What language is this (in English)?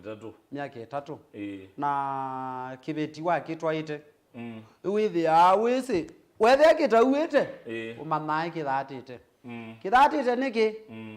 Kamba